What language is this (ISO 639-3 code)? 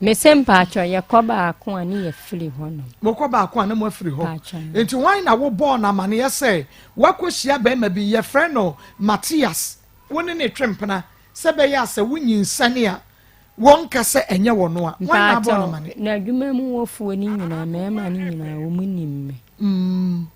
aka